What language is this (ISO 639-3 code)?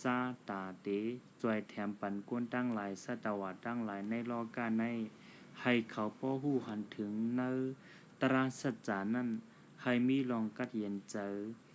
shn